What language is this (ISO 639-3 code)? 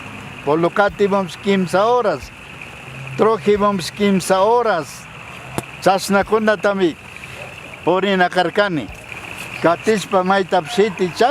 qug